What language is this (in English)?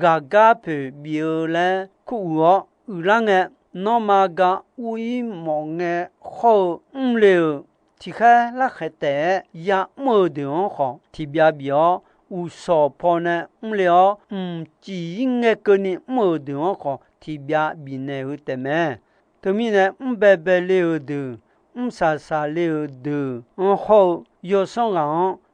Akha